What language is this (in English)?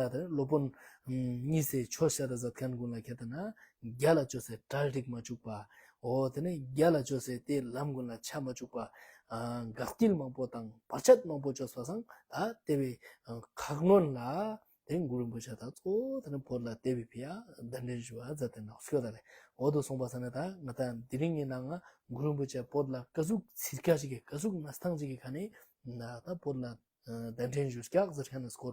Ladakhi